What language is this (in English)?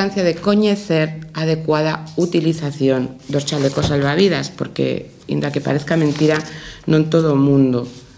Galician